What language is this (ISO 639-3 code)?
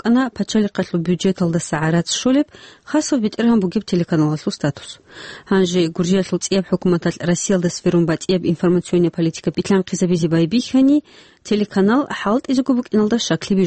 ava